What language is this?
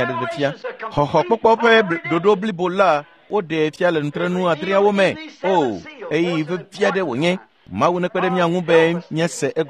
Ewe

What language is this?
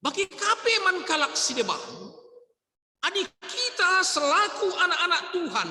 Batak Karo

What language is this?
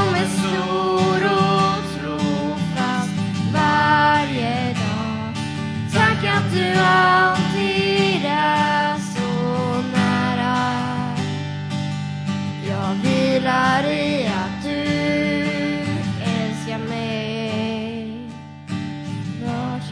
Swedish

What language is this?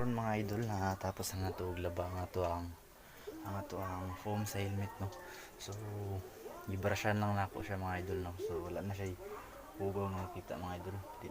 Cebuano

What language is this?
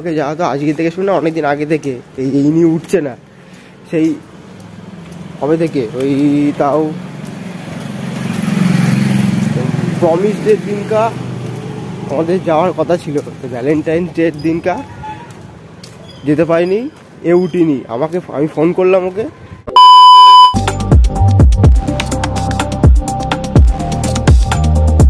Bangla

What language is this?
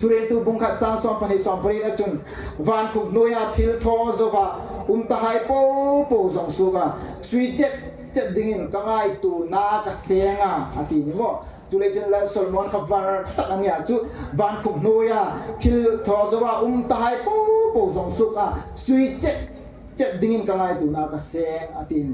Hmar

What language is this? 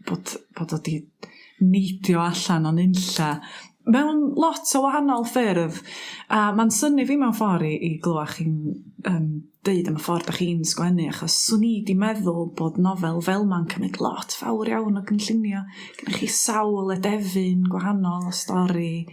Welsh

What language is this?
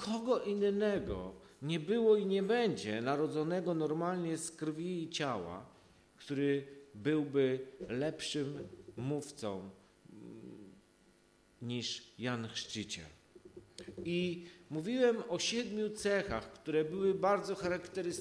Polish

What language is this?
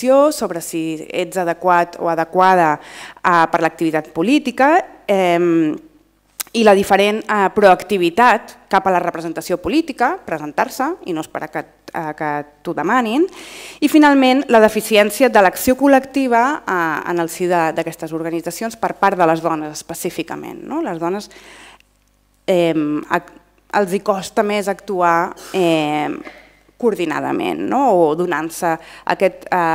Catalan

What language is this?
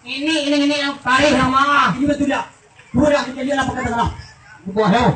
Minangkabau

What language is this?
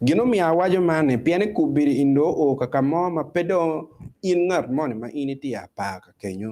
Acoli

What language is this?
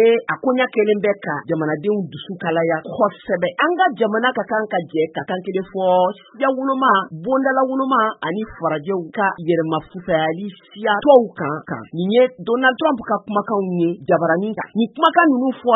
Bambara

